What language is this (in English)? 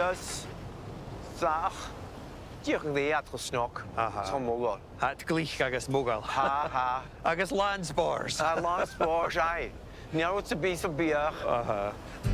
Scottish Gaelic